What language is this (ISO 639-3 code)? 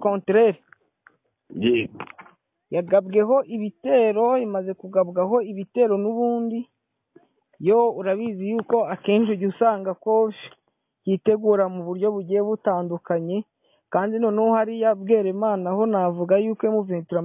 kin